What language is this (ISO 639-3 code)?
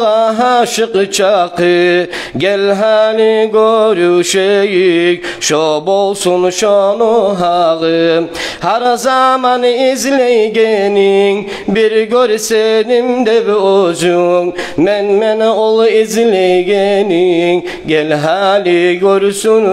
kum